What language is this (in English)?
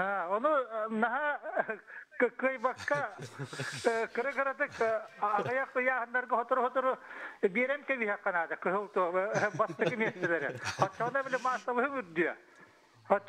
Yakut